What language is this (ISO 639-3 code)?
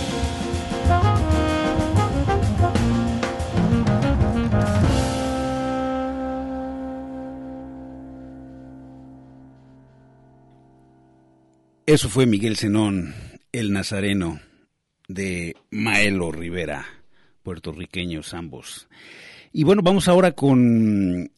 spa